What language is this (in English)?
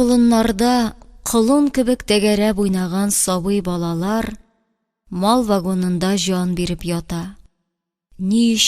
Tatar